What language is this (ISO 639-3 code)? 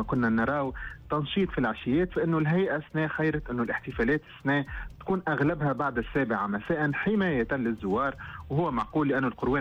aeb